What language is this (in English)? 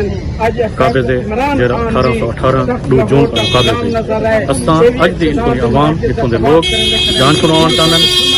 Saraiki